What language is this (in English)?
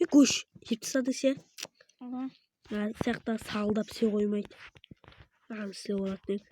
Kara-Kalpak